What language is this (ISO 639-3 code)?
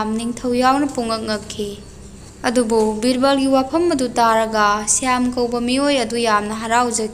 mni